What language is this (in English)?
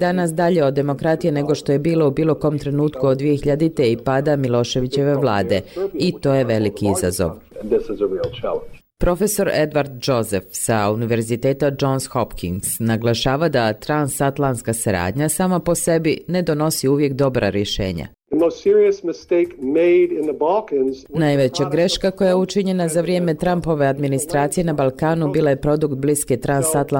Bosnian